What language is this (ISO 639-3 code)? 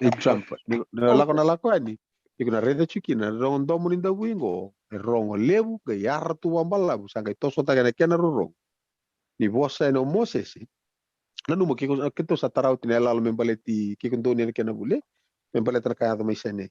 fij